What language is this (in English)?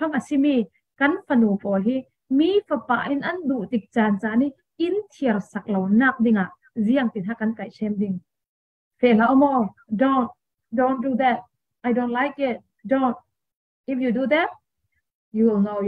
Falam Chin